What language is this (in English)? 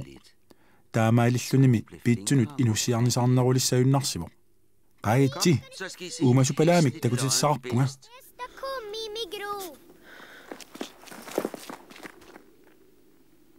Kalaallisut